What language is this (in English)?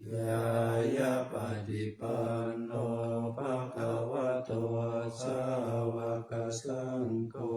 Pali